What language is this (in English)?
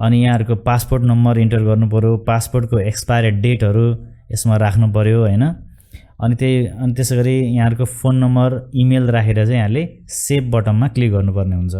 Nepali